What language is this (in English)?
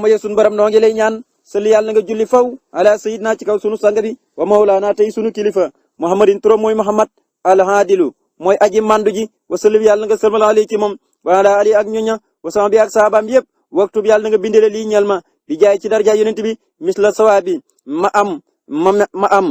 Wolof